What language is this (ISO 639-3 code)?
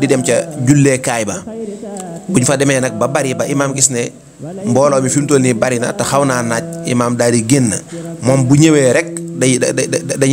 wol